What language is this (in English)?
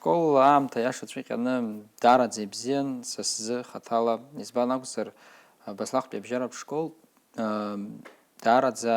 Abkhazian